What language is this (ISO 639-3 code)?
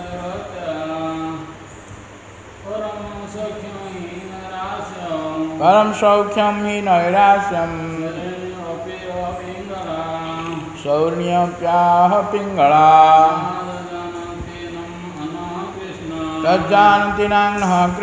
ori